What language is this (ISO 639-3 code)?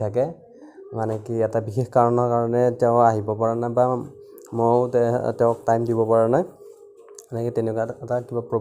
asm